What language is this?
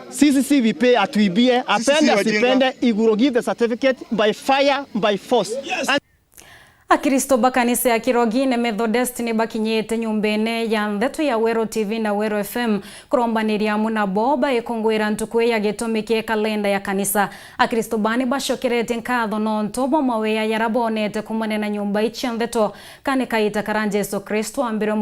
Meru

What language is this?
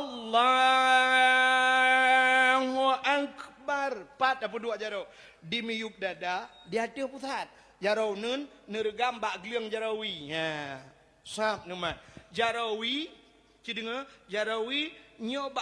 Achinese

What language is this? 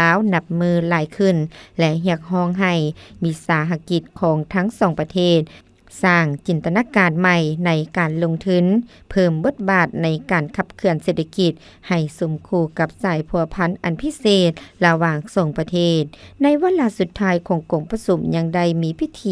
Lao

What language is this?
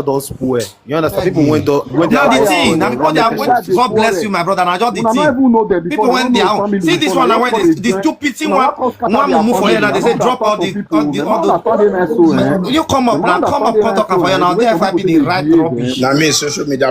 Nigerian Pidgin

